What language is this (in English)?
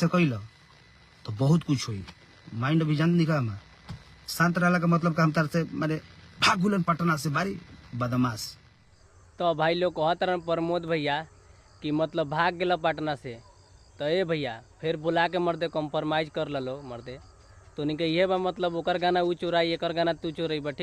Bhojpuri